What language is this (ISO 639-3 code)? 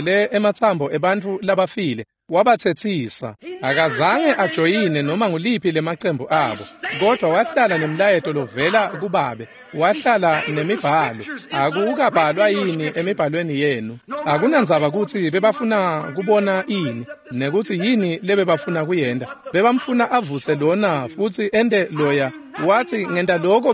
ssw